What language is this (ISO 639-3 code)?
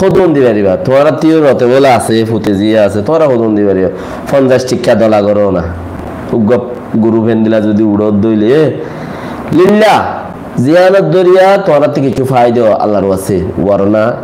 rhg